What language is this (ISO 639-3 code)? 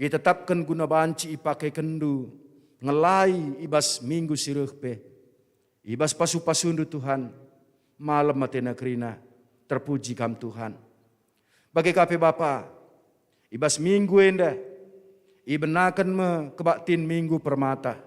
btx